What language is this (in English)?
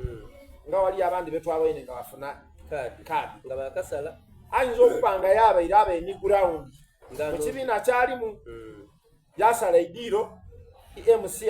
Soga